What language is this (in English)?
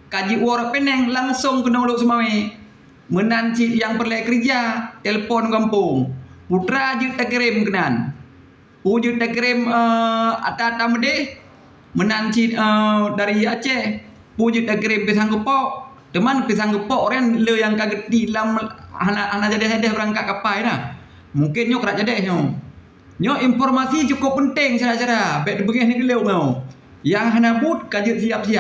Achinese